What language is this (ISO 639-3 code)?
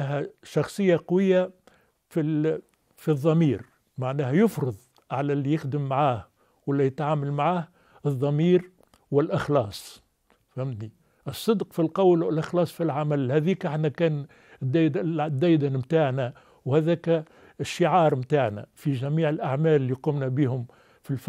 aeb